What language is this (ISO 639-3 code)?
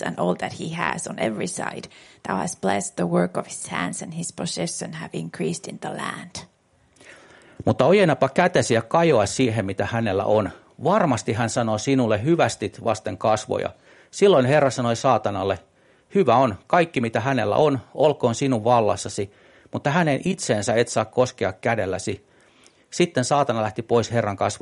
fin